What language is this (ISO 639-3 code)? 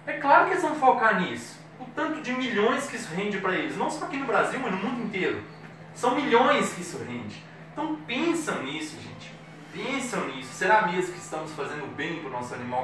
por